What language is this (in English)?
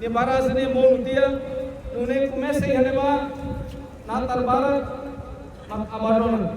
Tetum